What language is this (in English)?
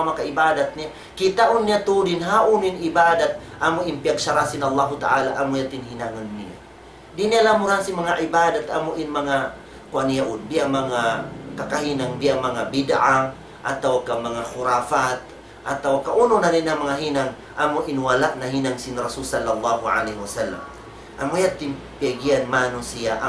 Tausug